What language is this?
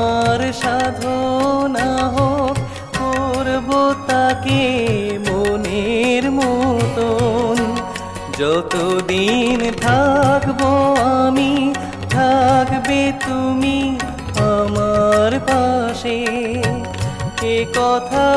Bangla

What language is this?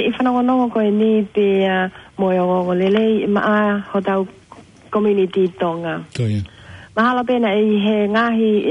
Tongan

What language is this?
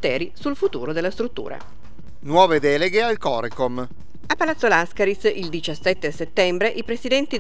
Italian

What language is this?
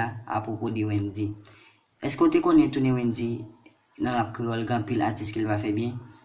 Haitian Creole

